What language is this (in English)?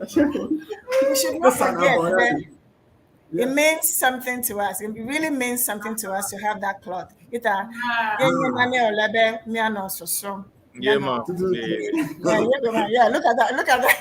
Ewe